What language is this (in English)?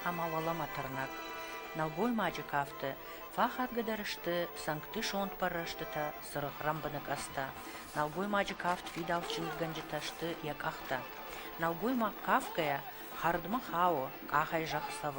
Ossetic